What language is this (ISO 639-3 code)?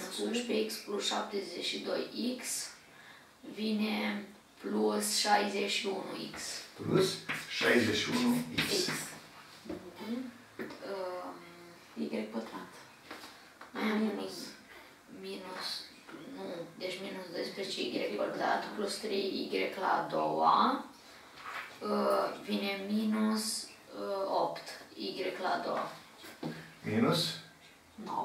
ron